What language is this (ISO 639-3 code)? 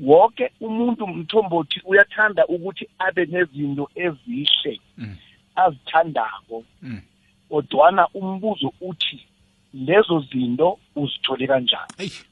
nbl